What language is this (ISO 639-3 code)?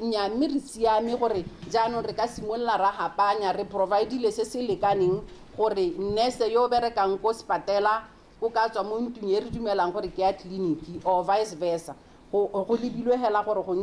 tsn